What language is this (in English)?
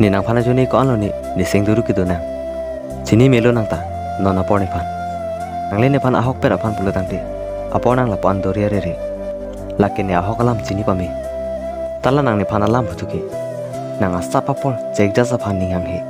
Karbi